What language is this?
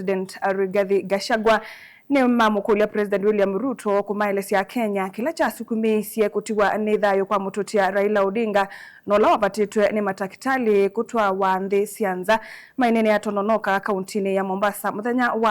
Kamba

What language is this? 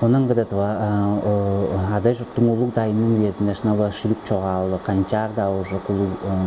Tuvinian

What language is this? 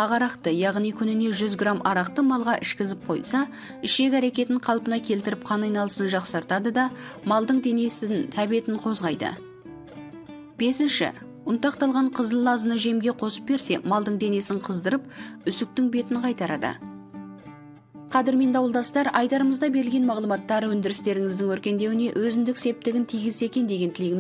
Kazakh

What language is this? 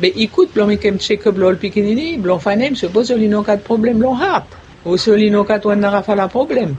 Bislama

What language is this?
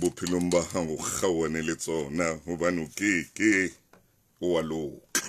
Southern Sotho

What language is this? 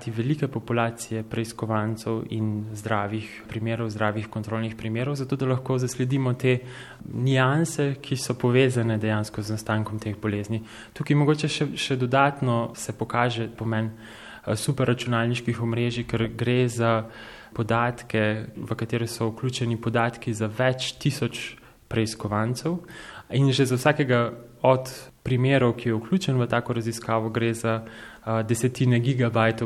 Slovenian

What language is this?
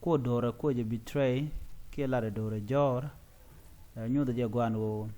Nuer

